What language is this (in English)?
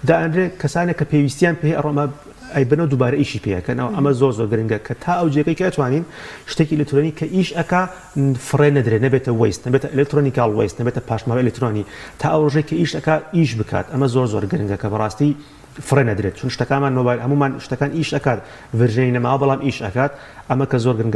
Central Kurdish